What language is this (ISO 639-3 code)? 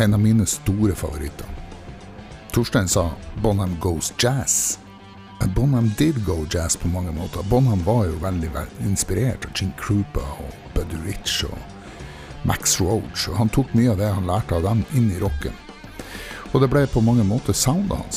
nor